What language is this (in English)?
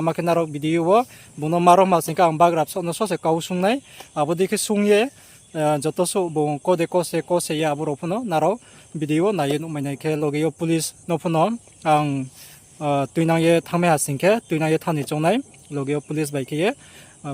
Riang (India)